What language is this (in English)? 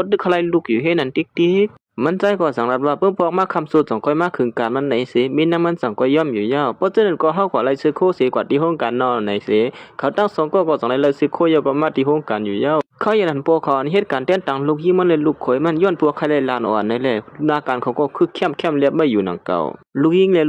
Shan